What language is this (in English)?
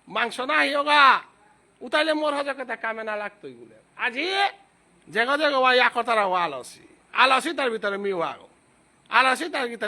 Bishnupriya